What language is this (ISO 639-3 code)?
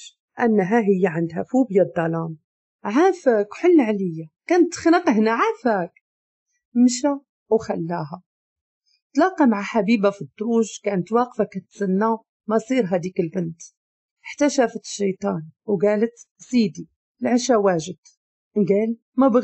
ary